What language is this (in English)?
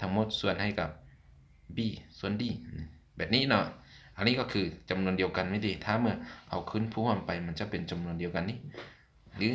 Lao